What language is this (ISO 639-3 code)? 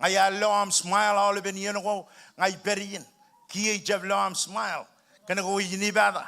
mah